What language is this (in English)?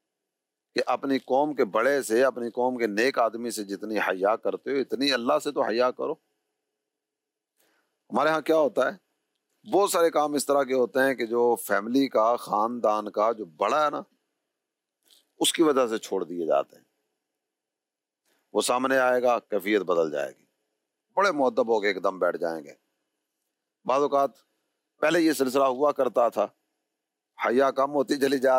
Urdu